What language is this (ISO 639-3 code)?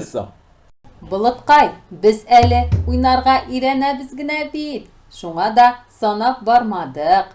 tat